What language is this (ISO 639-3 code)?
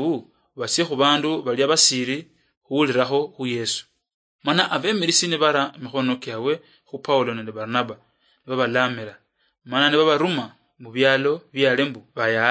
luy